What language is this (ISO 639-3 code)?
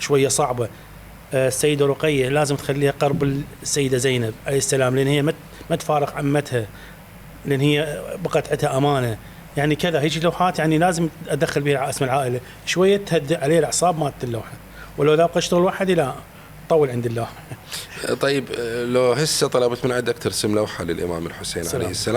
acm